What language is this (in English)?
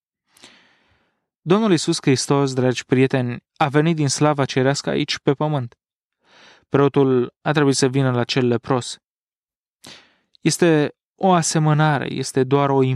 Romanian